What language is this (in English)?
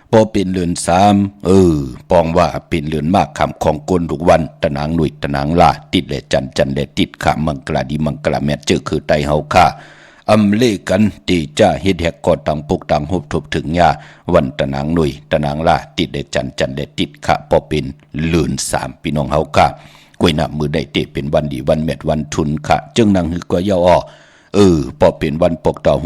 Shan